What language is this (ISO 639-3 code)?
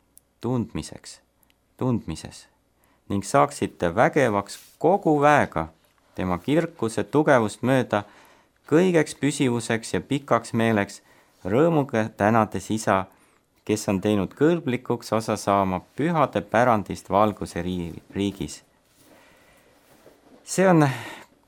est